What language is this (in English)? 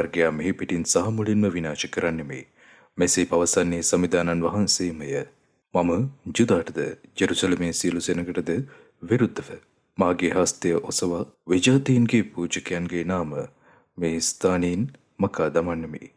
Sinhala